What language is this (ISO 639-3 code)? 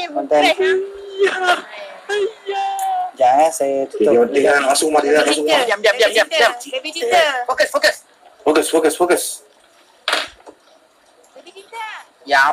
msa